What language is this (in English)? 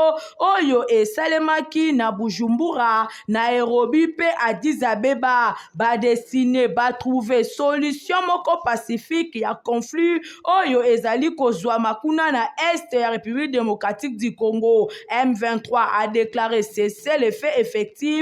Lingala